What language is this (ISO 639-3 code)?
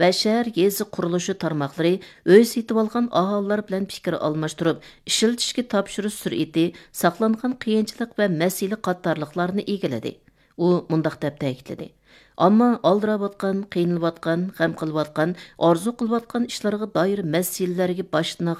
uig